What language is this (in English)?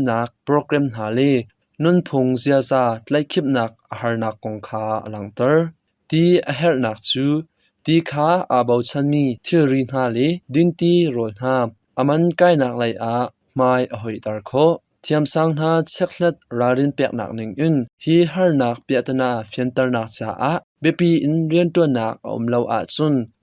Hakha Chin